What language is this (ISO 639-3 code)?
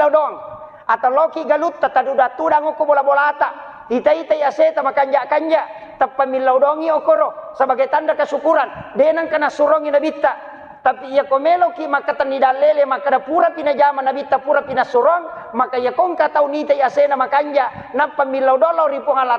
bug